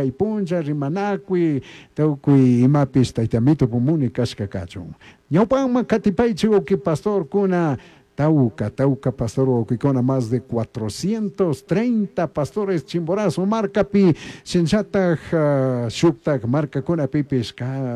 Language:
Chimborazo Highland Quichua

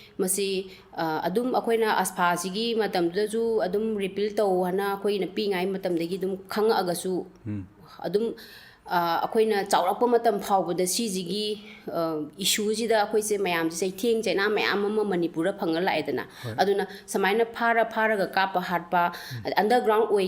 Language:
Manipuri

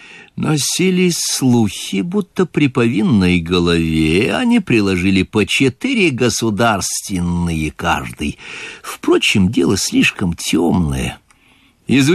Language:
Russian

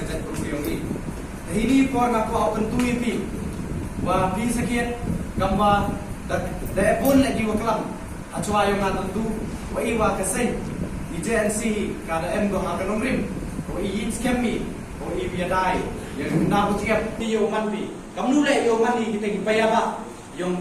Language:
Khasi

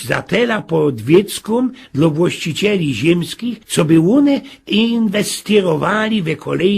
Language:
Silesian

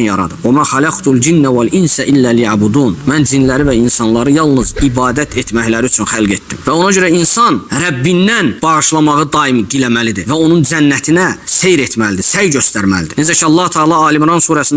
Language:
Azerbaijani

